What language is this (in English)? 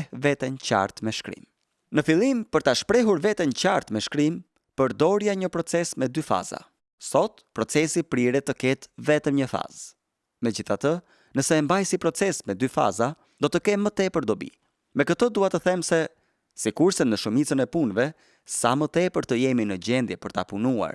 Albanian